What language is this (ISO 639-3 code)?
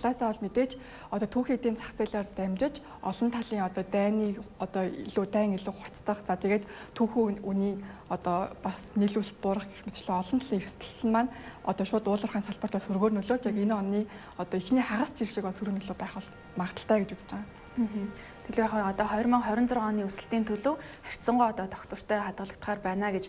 mon